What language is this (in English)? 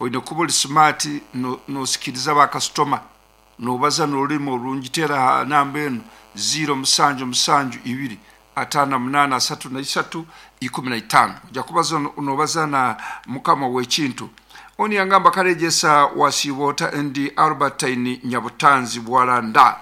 Nyankole